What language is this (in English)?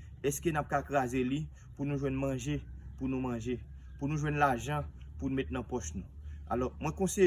Haitian Creole